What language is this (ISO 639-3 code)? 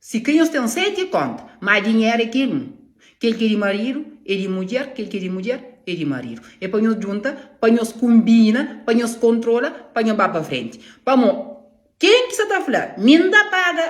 kea